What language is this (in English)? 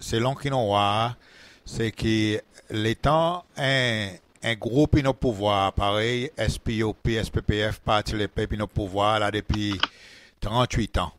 Seselwa Creole French